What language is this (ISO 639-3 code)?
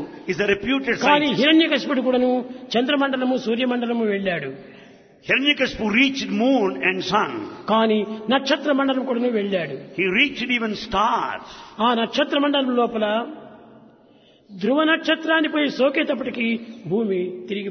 tel